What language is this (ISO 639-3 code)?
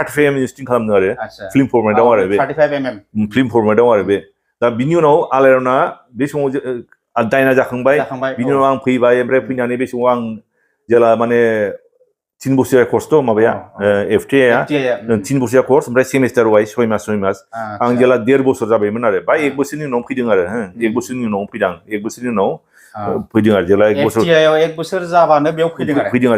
brx